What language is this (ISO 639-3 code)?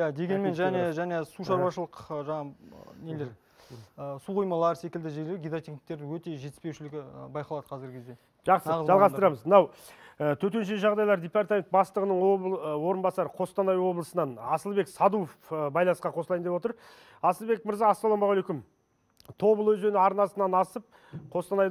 kaz